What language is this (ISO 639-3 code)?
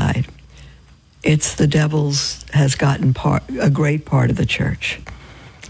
eng